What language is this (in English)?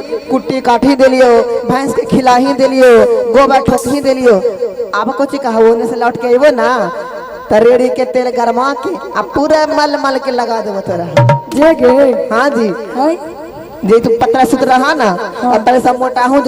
Magahi